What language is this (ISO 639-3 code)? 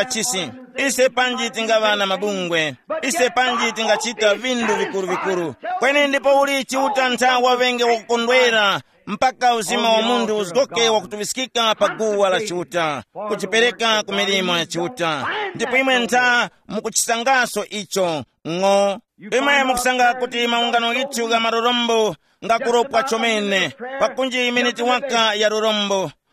tum